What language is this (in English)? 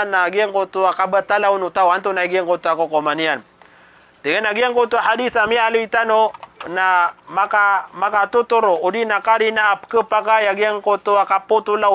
Maranao